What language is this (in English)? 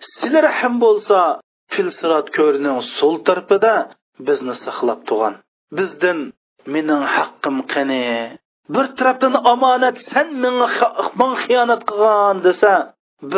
Uyghur